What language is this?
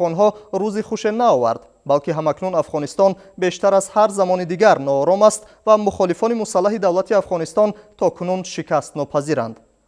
Tajik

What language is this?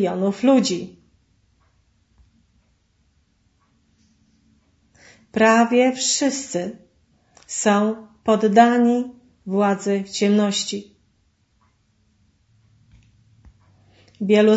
Polish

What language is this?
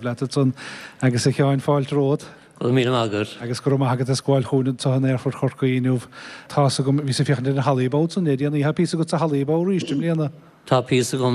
Irish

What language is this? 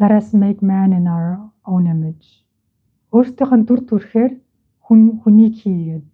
Mongolian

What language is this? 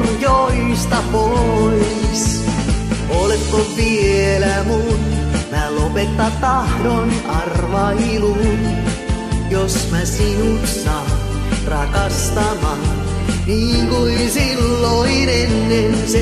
Finnish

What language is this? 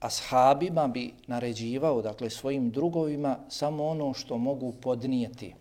Bosnian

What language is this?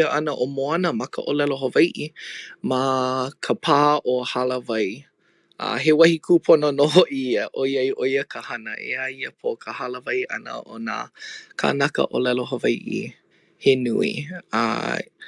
Hawaiian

